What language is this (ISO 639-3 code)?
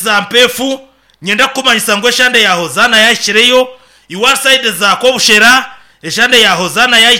nyn